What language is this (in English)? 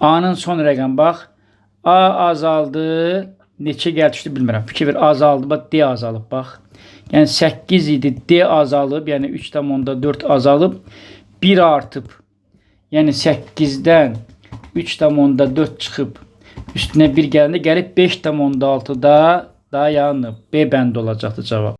Azerbaijani